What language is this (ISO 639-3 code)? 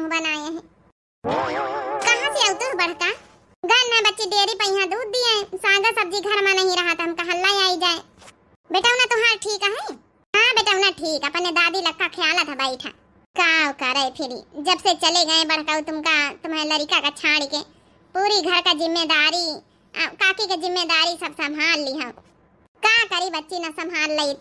awa